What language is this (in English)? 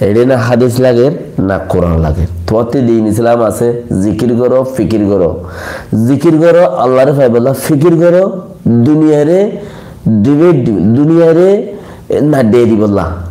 Rohingya